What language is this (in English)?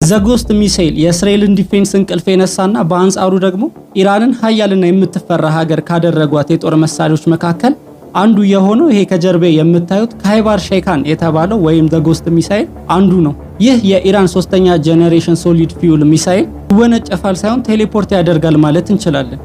Amharic